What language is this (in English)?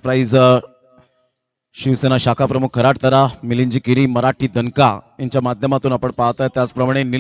Marathi